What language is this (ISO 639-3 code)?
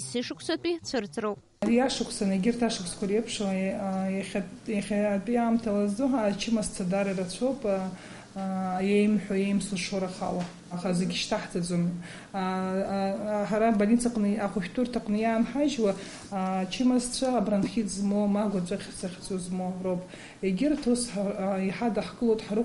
abk